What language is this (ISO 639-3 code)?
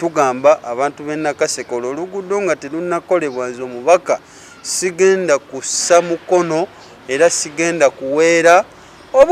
lug